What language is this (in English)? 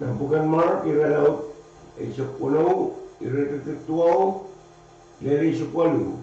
Pohnpeian